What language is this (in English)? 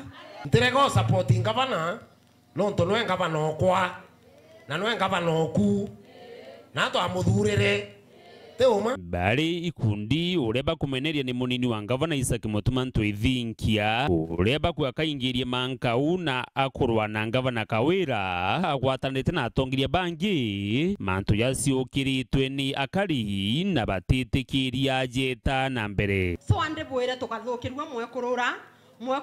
Meru